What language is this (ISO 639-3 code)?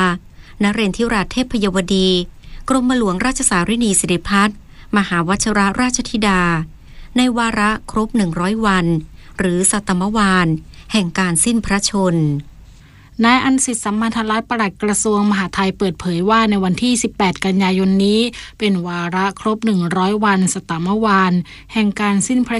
tha